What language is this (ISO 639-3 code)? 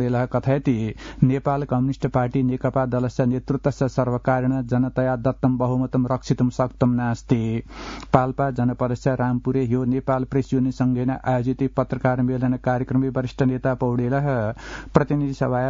san